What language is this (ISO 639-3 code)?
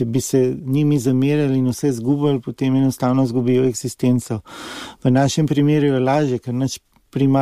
slv